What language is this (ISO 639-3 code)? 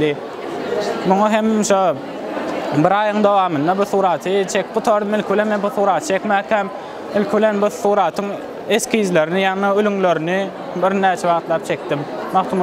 tuk